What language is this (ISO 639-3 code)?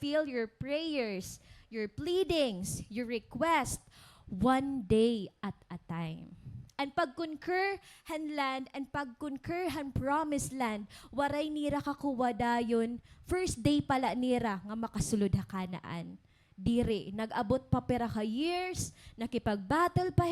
war